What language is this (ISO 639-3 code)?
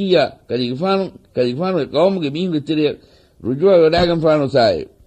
div